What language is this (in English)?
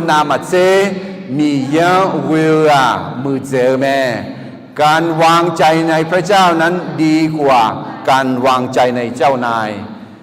Akha